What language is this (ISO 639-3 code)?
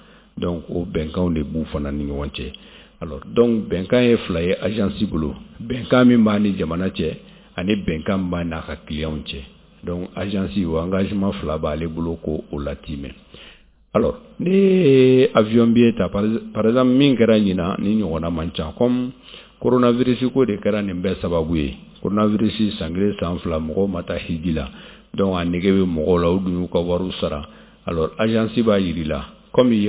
bam